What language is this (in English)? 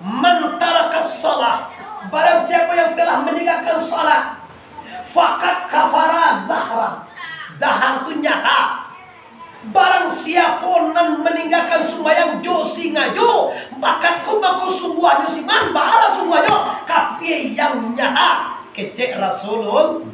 Minangkabau